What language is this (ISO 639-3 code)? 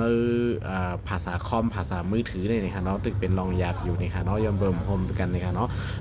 shn